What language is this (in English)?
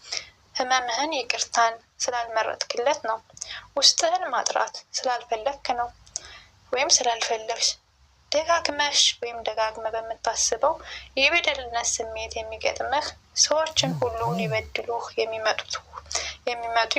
Amharic